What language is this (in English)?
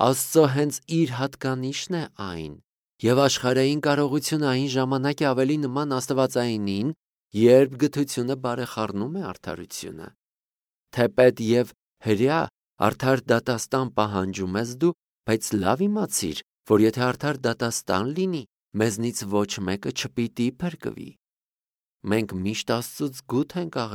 Armenian